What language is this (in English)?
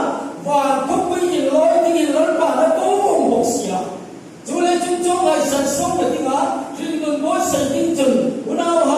Hmar